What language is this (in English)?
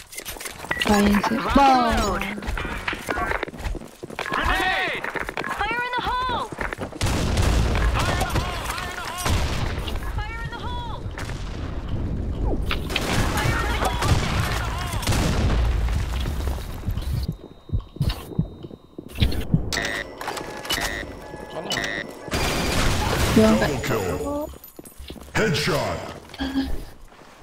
Malay